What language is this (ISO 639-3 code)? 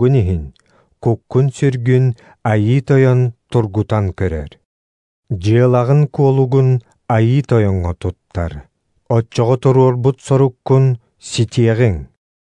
sah